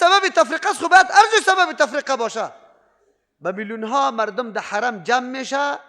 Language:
Persian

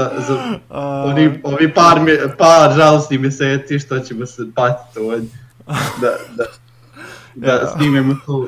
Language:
Serbian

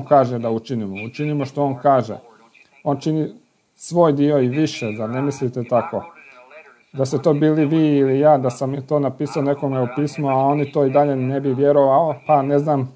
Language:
Croatian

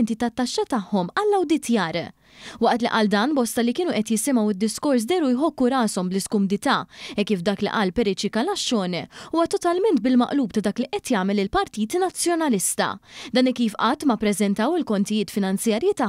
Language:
Maltese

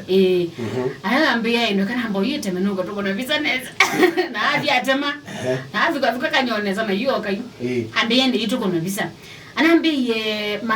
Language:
Kamba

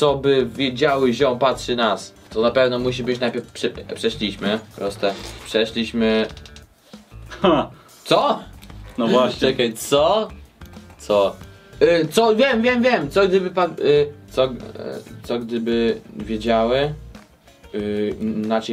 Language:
Polish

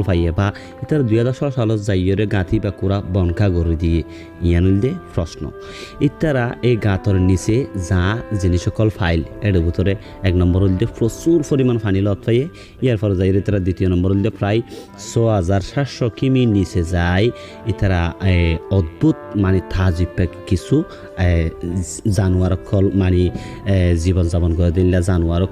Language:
Rohingya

